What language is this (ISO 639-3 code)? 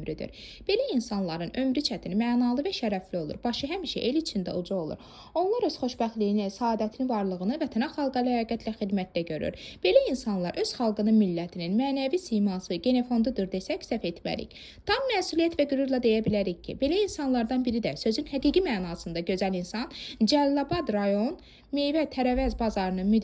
aze